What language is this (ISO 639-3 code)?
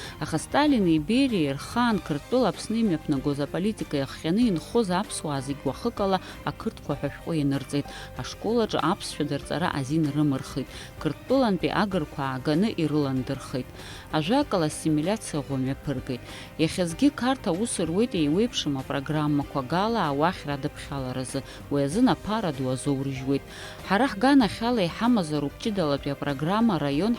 abk